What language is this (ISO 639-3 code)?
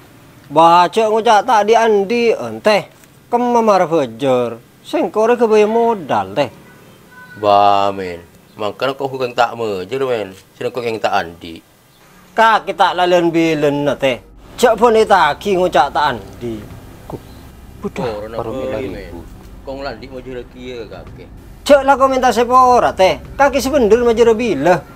mad